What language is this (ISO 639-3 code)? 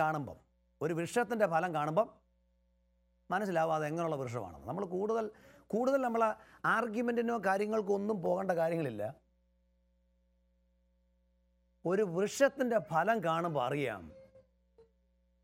mal